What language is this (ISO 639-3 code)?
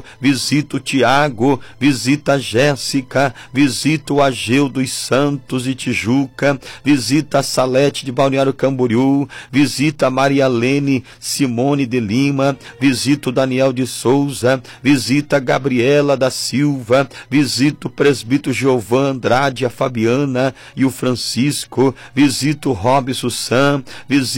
por